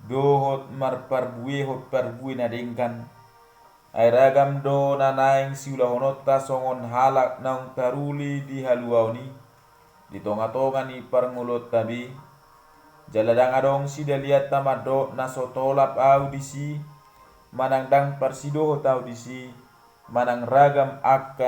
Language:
Batak Toba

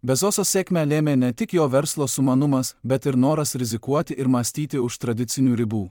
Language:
Lithuanian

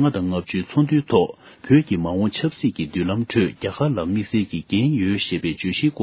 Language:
Tibetan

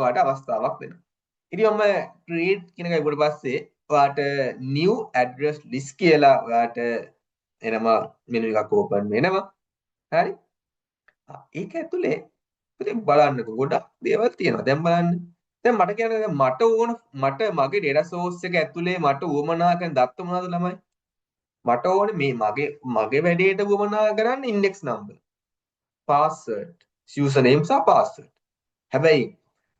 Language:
Sinhala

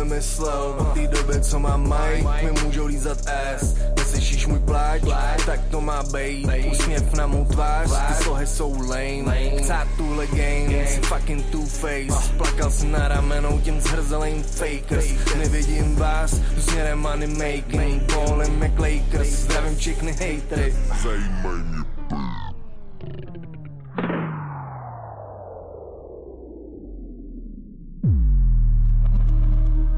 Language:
Czech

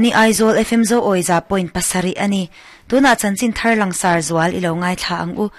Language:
Mizo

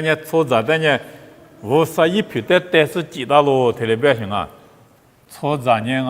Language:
Lisu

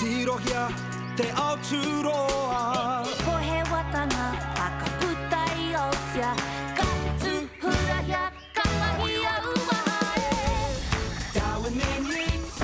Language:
Māori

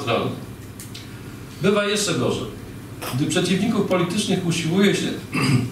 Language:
Polish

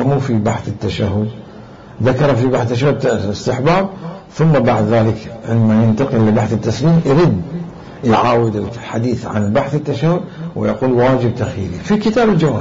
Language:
Mesopotamian Arabic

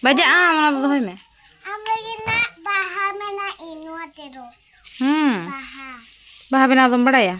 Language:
Santali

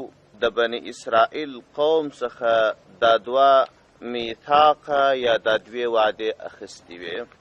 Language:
Pashto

